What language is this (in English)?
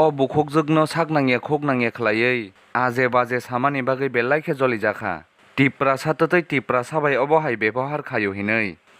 Kok Borok